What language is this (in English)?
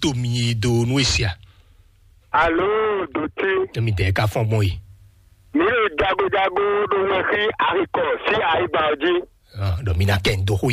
Fon